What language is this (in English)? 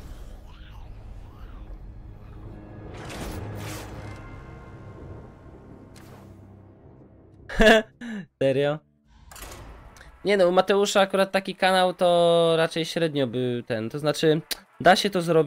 Polish